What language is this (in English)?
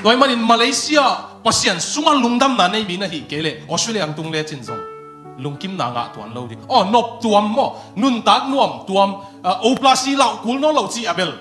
Tedim Chin